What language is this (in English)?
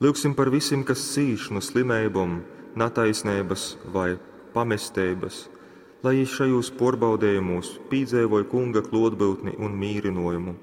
Latgalian